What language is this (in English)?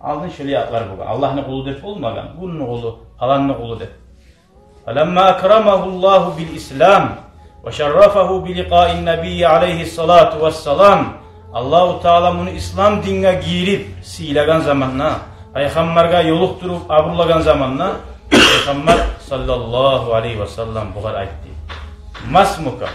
Kumyk